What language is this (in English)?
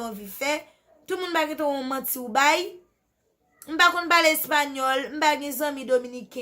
Haitian Creole